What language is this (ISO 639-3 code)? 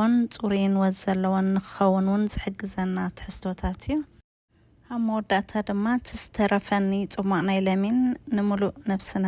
tir